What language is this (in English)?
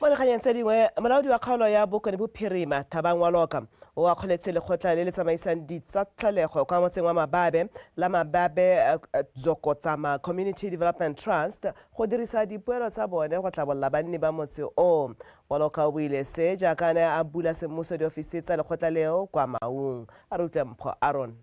Tswana